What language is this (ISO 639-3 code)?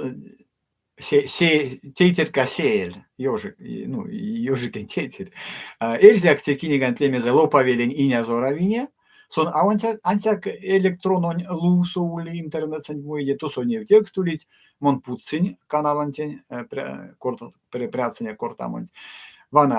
myv